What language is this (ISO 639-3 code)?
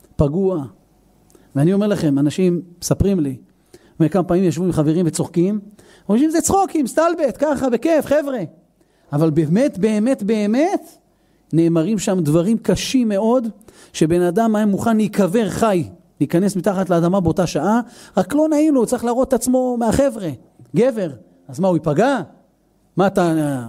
heb